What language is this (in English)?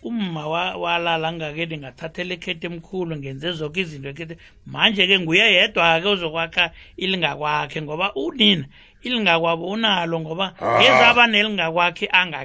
South Ndebele